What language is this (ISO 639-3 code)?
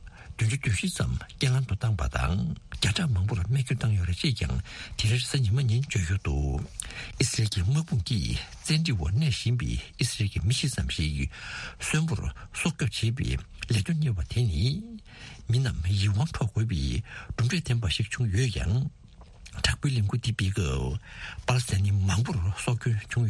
bod